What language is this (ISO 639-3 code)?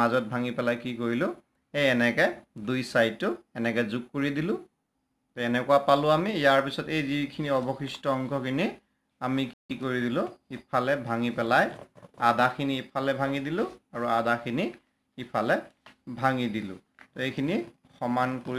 asm